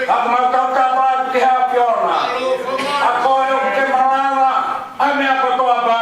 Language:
Tongan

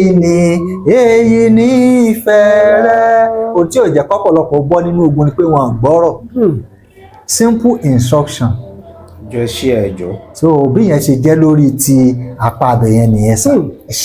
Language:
Yoruba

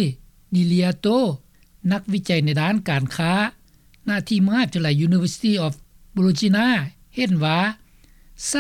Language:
Lao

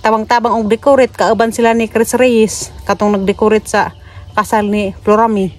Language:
Cebuano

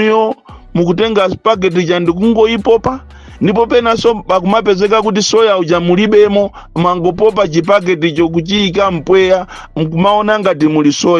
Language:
Nyanja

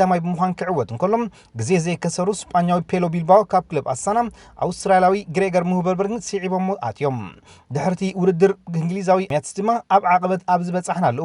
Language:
Tigrinya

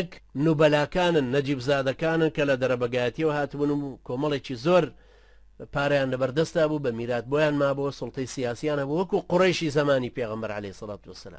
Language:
Central Kurdish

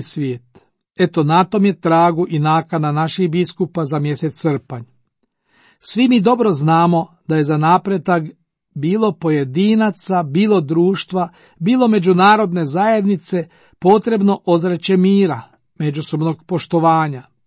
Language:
Croatian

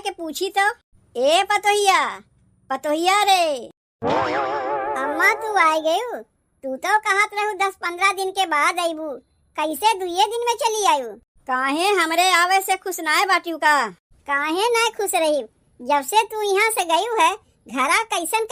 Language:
Awadhi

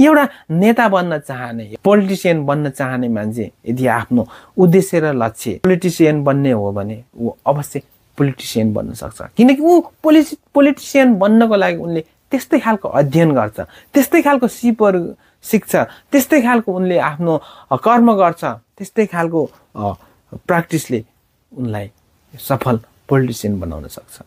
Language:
Nepali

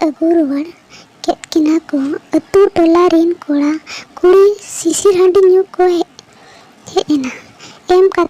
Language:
Santali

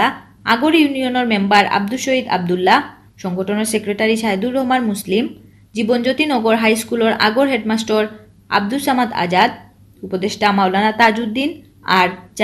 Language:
Sylheti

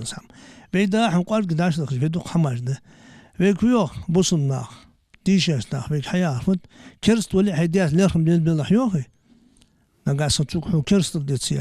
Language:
Ingush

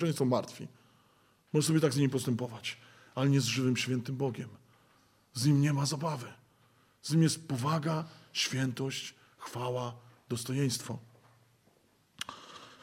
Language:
Polish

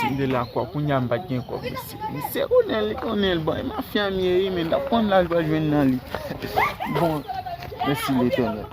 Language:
Haitian Creole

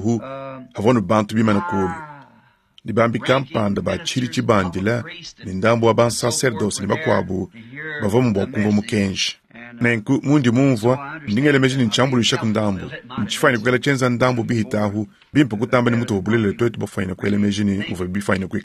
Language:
Luba-Lulua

